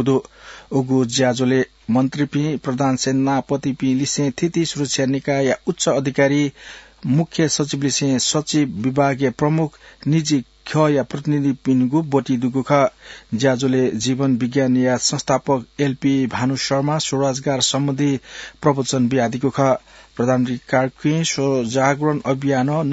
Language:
Newari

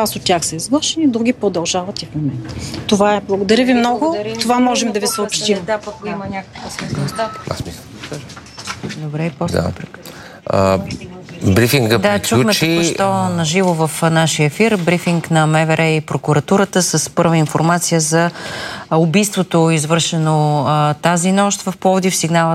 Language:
Bulgarian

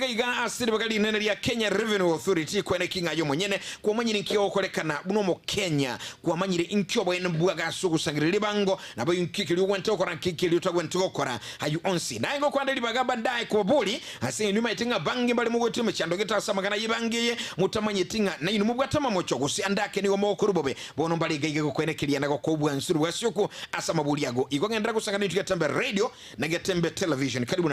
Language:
Gusii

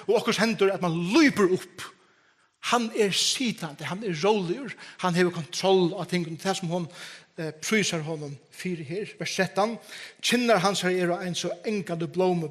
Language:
Faroese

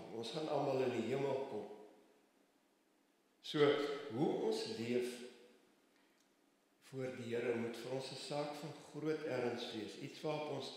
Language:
Afrikaans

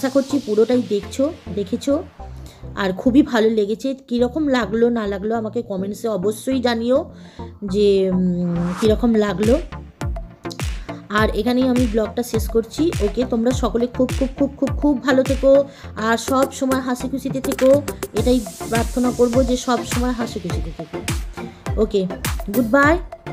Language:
Bangla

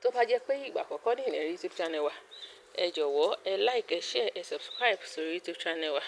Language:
Yoruba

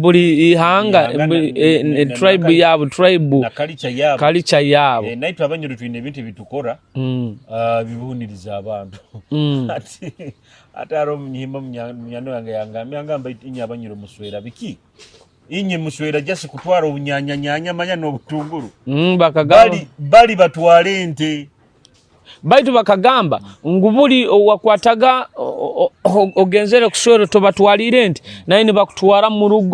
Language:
Nyoro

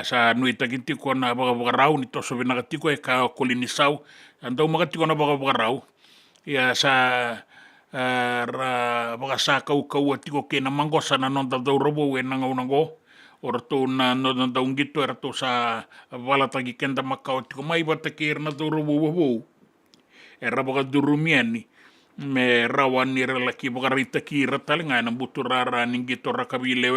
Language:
Fijian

